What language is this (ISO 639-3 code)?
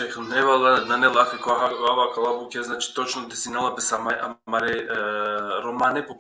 rmn